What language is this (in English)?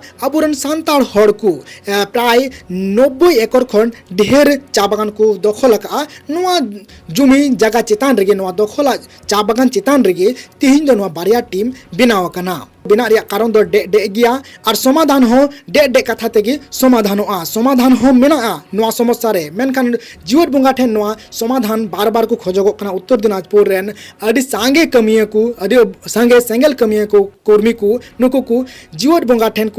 Santali